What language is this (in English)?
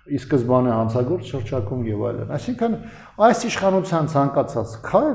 Armenian